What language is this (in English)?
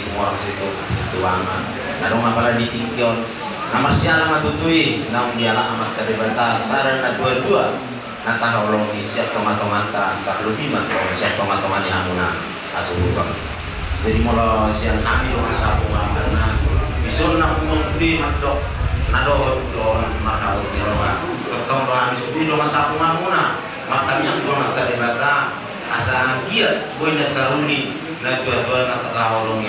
Batak Toba